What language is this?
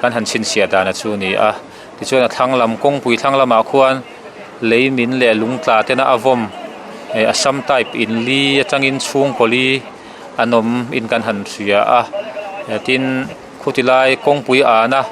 Mizo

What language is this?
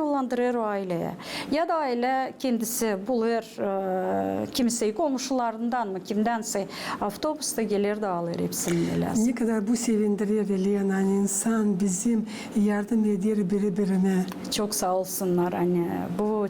Gagauz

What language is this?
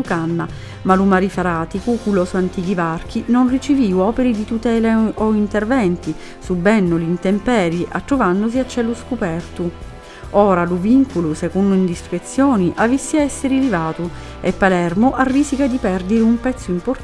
Sicilian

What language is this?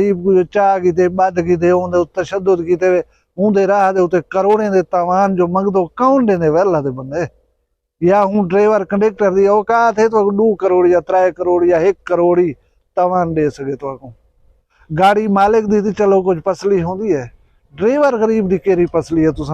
Saraiki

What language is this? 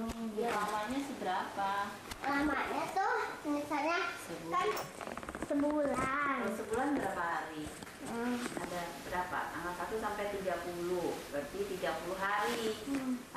Indonesian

